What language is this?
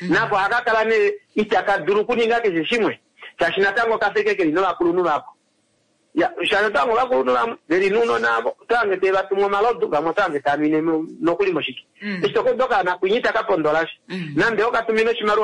Kuanyama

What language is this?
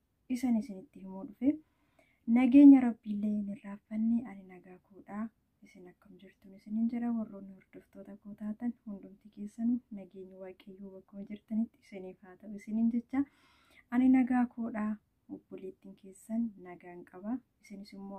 Oromo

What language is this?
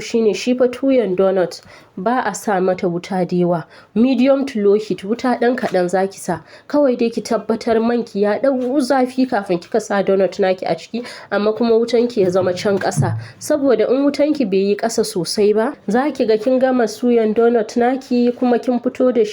Hausa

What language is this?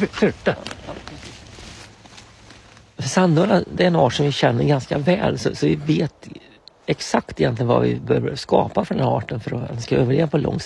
Swedish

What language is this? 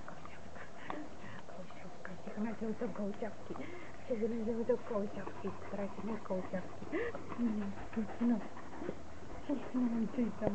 Czech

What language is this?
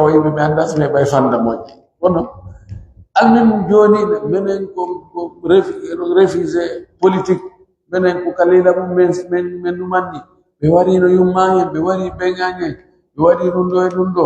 Pular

